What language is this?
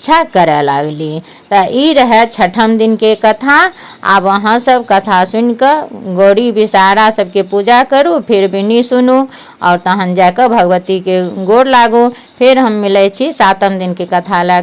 Maithili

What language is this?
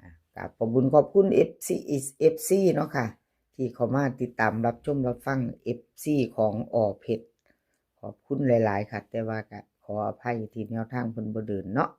Lao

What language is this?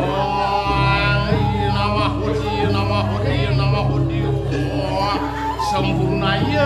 Balinese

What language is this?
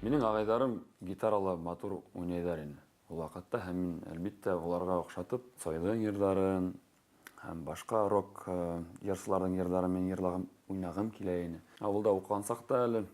Bashkir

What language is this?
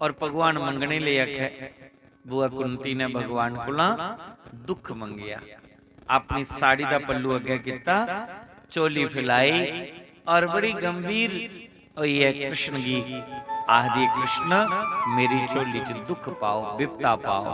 Dogri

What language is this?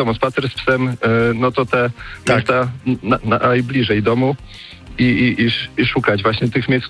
Polish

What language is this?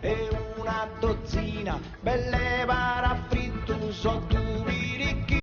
Sardinian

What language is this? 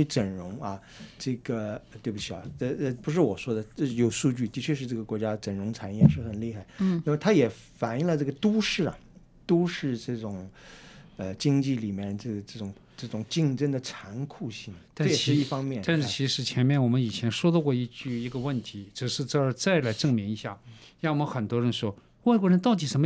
Chinese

